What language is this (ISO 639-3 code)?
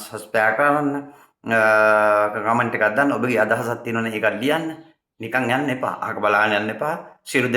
sin